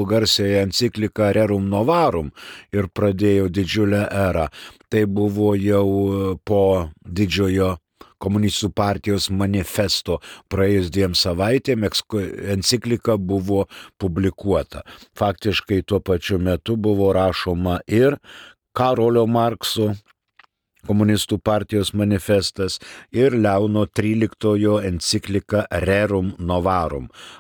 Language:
Lithuanian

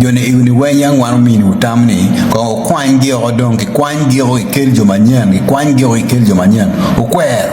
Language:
Acoli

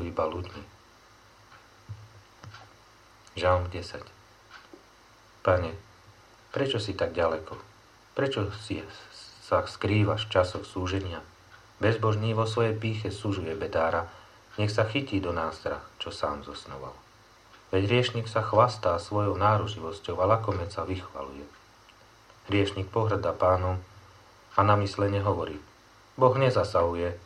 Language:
Slovak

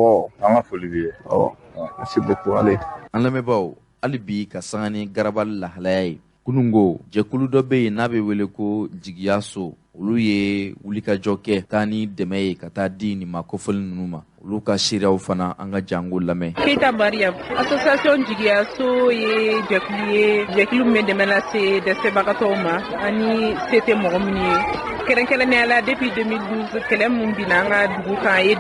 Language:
Bambara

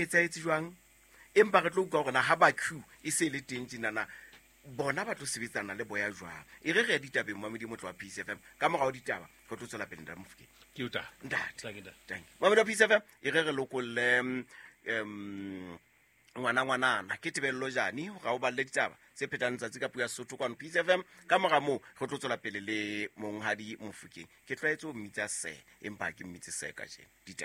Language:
Southern Sotho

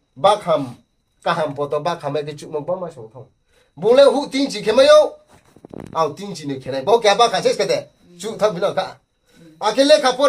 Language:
Riang (India)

